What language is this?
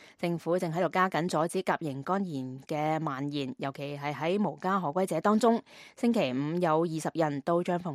Cantonese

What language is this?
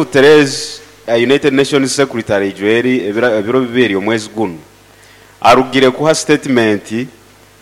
Nyoro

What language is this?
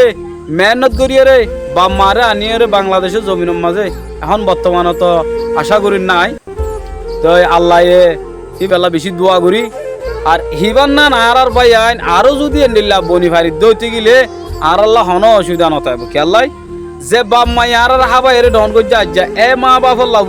Rohingya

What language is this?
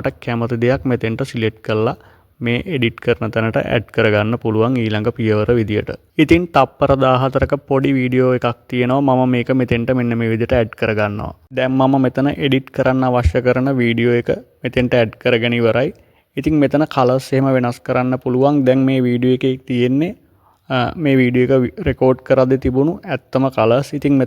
Sinhala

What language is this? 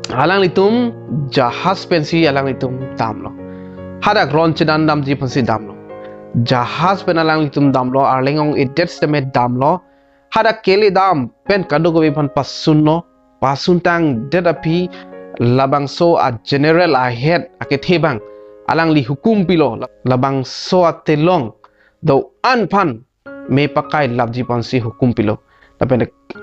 Karbi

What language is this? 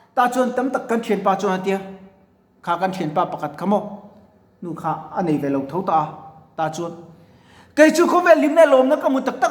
Mizo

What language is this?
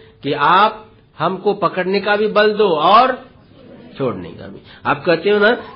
Hindi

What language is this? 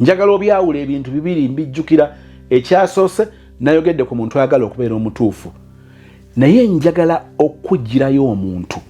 Ganda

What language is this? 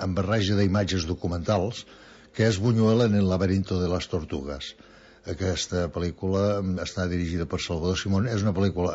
Catalan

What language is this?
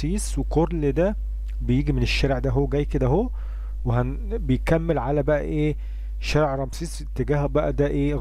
Egyptian Arabic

